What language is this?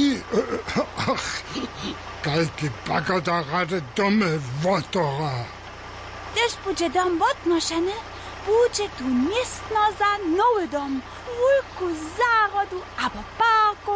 Upper Sorbian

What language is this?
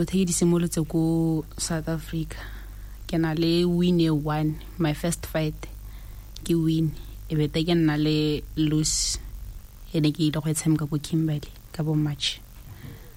Tswana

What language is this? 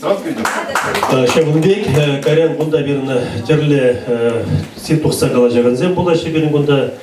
Chuvash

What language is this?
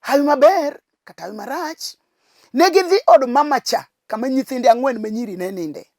Luo (Kenya and Tanzania)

